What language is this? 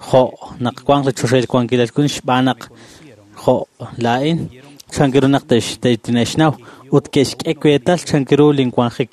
Kekchí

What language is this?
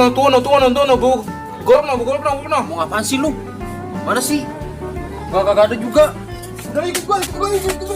Betawi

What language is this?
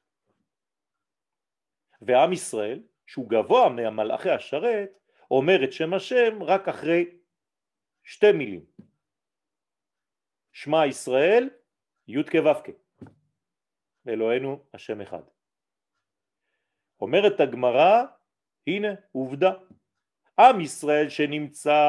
Hebrew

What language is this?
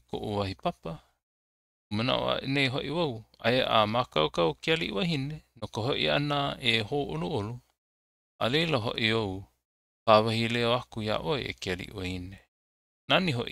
Hawaiian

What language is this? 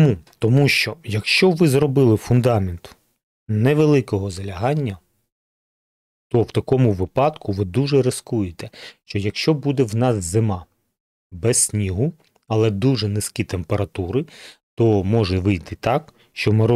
Ukrainian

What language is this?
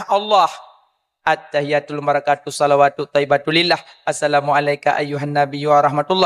Achinese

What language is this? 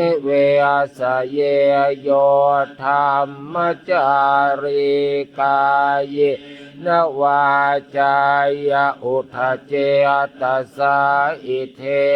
Pali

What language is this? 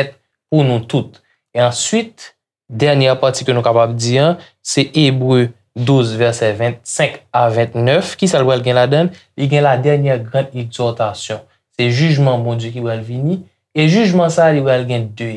Haitian Creole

